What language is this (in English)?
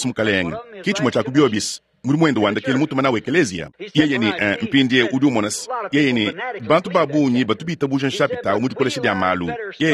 Luba-Lulua